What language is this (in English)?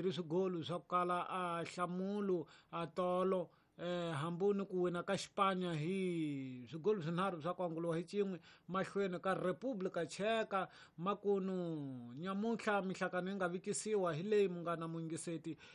Tsonga